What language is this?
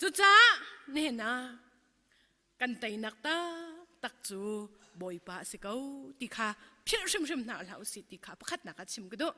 Hakha Chin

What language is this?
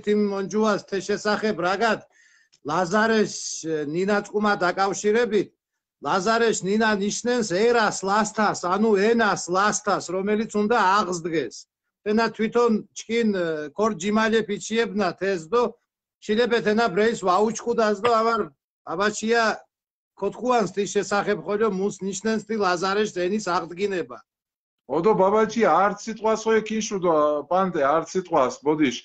Mingrelian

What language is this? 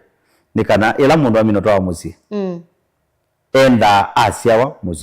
Kamba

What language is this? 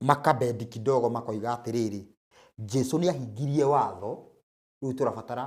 Kikuyu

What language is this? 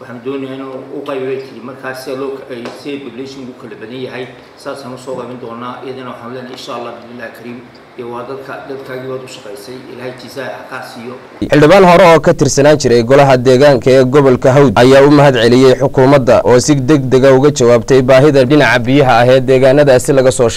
Somali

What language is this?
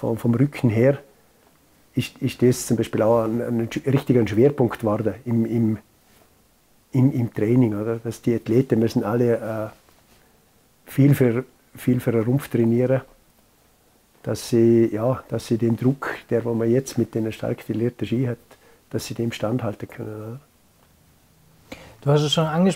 German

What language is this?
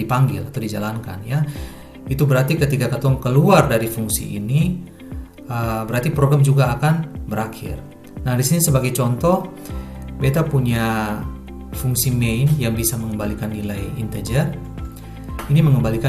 Ambonese Malay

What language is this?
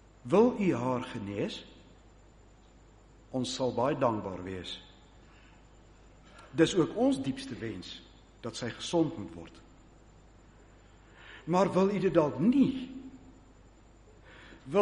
Afrikaans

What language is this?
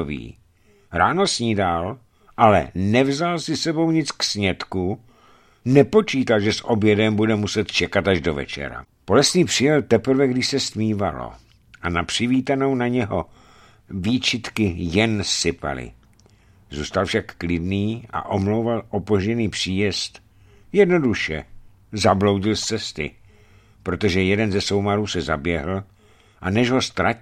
Czech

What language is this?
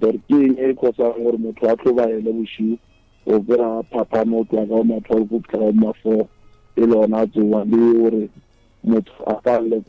Northern Sotho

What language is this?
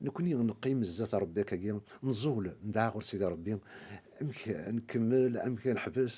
Kabyle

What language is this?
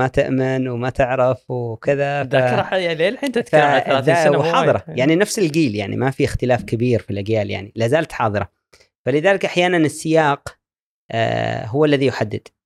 Gulf Arabic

